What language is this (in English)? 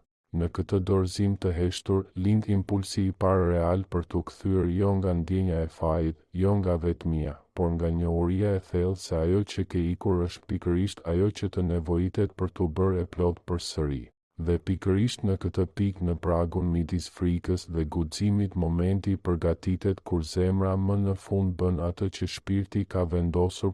Albanian